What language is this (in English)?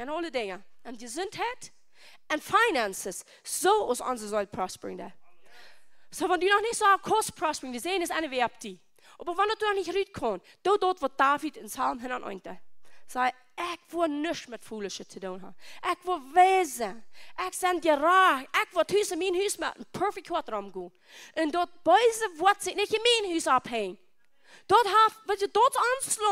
Plautdietsch